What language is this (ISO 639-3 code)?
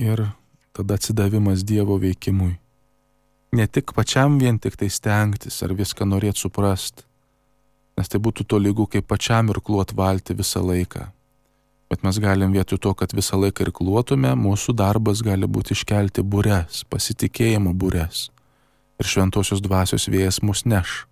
lit